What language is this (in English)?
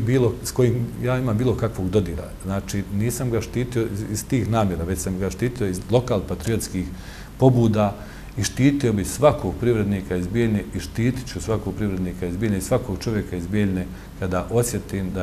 Bosnian